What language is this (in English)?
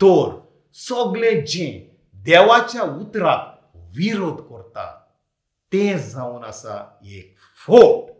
Konkani